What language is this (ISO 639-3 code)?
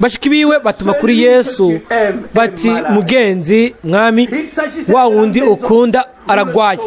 run